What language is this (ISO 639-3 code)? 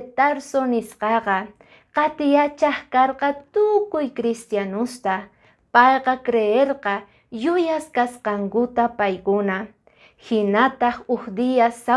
que